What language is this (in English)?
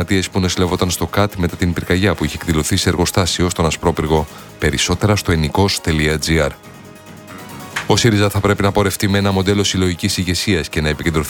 Greek